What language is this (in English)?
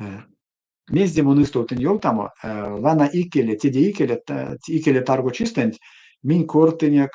Erzya